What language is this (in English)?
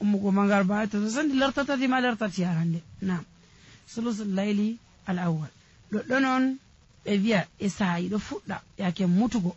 Nigerian Fulfulde